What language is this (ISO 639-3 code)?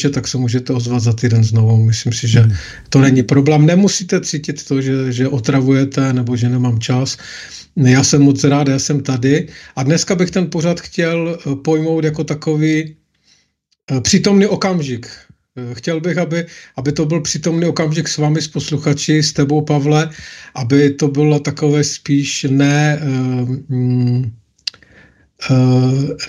ces